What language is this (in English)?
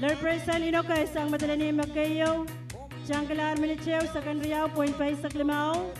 Pohnpeian